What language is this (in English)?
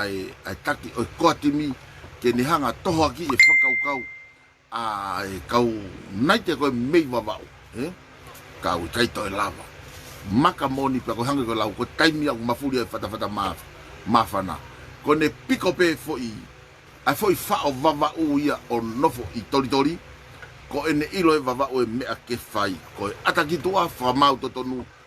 Tongan